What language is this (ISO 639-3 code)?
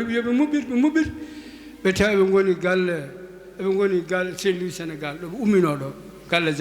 ful